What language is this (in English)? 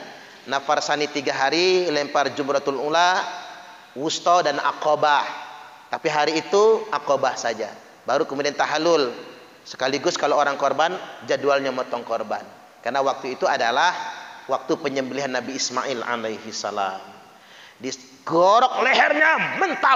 Indonesian